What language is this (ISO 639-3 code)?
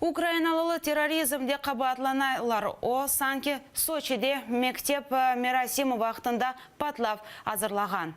crh